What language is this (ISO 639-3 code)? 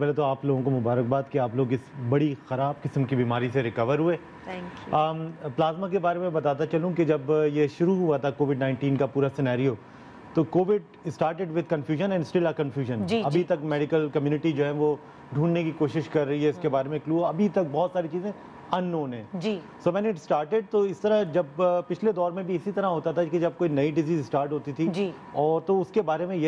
urd